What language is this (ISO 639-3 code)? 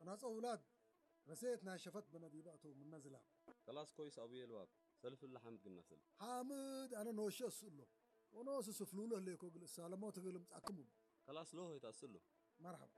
tig